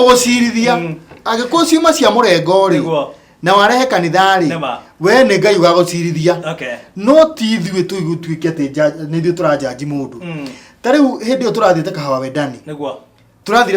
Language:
Kikuyu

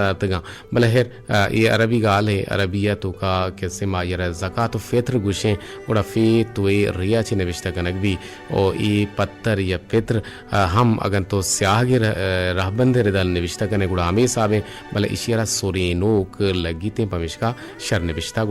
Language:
Eastern Balochi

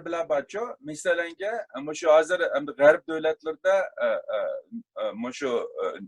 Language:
Uyghur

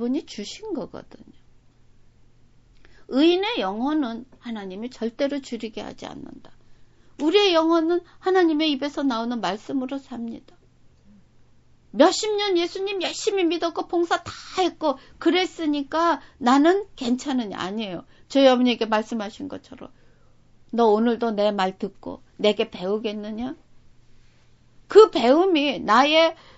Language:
Korean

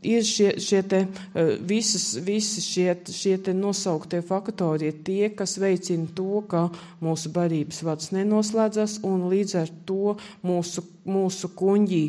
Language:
Latvian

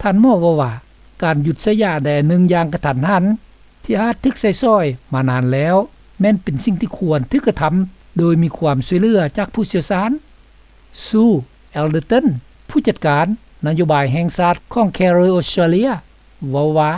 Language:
Lao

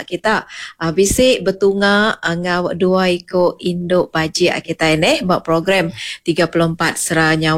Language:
Iban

